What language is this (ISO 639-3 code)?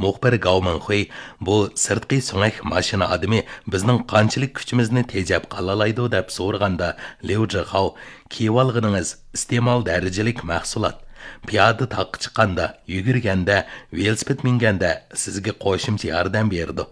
uig